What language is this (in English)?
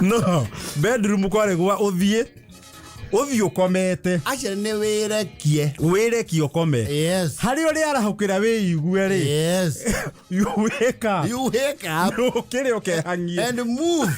Kikuyu